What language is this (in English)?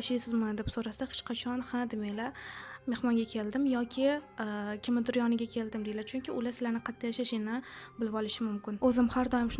Uzbek